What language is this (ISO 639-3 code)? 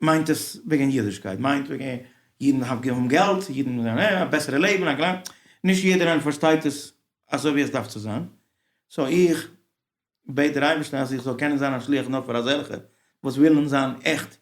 yid